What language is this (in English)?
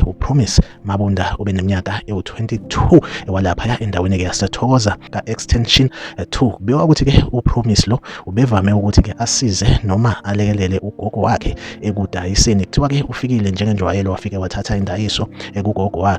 Zulu